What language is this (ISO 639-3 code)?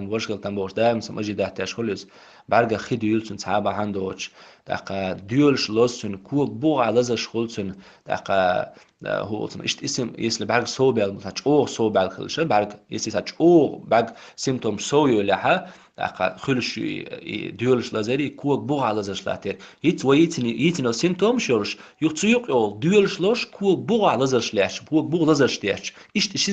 che